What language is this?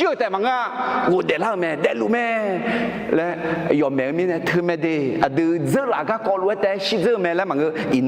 Akha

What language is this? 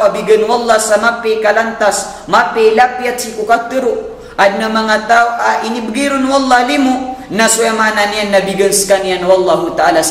Maranao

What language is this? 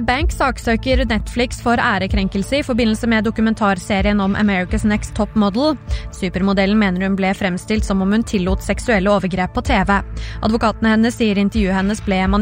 Norwegian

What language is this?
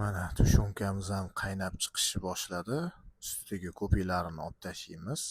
Uzbek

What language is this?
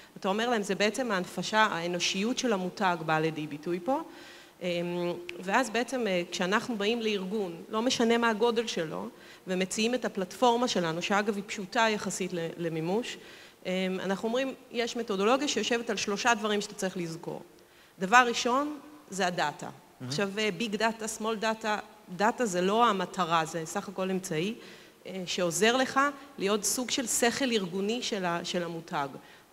Hebrew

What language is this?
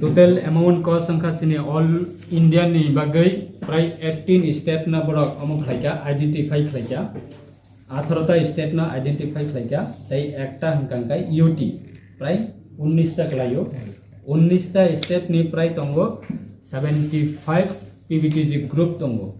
Riang (India)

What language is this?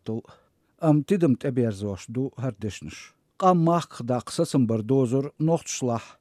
Chechen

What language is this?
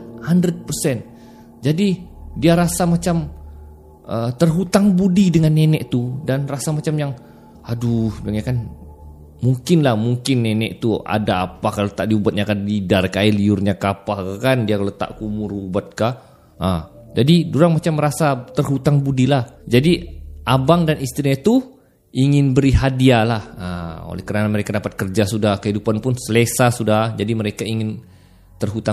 Malay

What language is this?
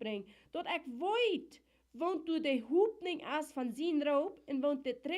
Plautdietsch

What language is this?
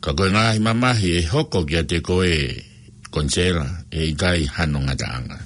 Tongan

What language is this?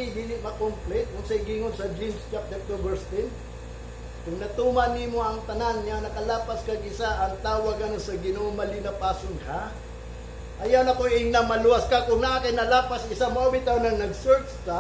Cebuano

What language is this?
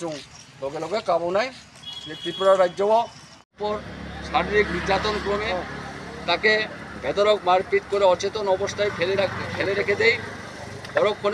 Riang (India)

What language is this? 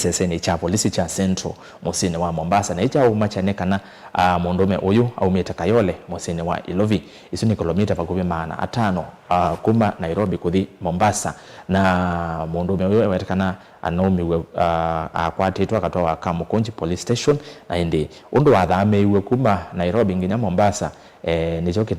Kamba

